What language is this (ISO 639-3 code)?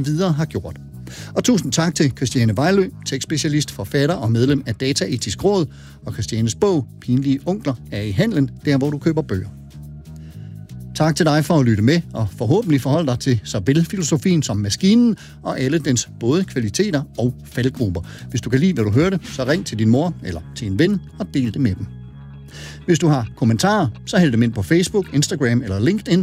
dan